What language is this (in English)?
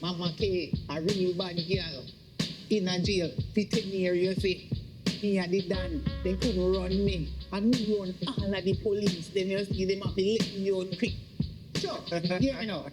Jamaican Creole English